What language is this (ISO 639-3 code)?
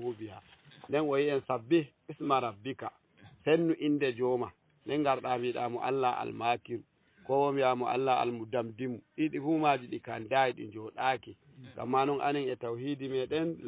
ful